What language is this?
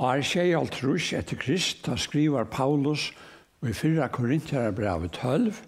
Faroese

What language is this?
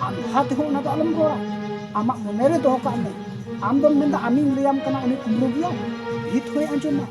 Santali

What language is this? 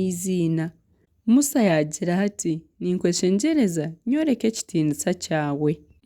Nyankole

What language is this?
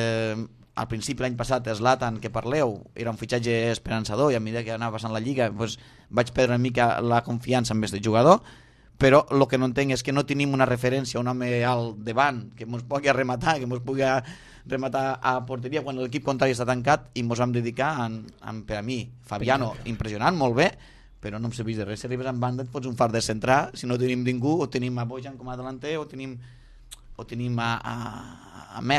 Catalan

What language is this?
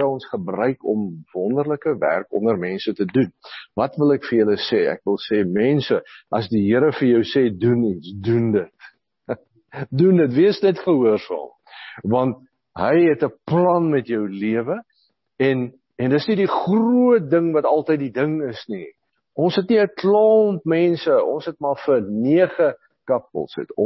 Afrikaans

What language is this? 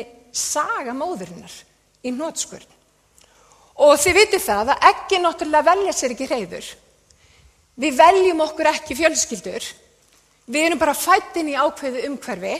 Icelandic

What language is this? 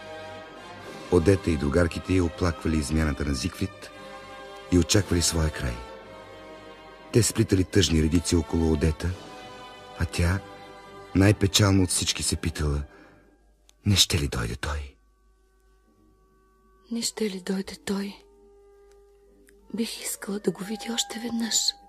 Bulgarian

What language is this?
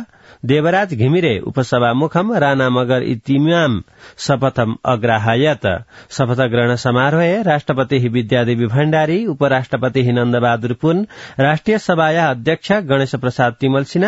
Sanskrit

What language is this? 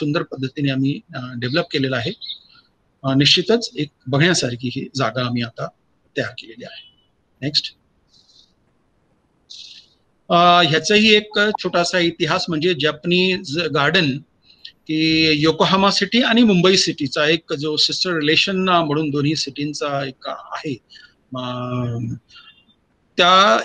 Marathi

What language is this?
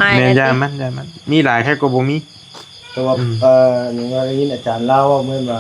Northeastern Thai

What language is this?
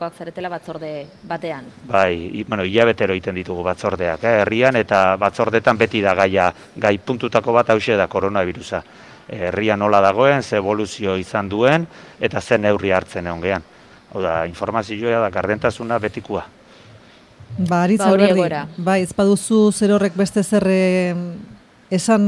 Basque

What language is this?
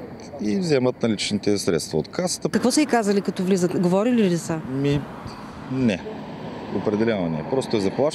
Bulgarian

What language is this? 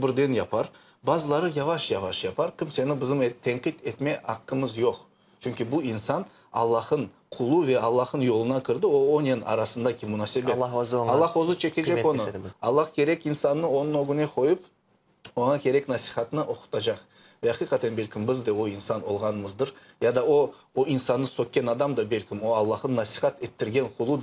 Crimean Tatar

